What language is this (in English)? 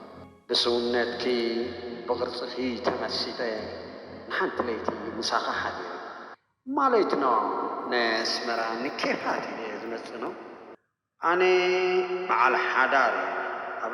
Tigrinya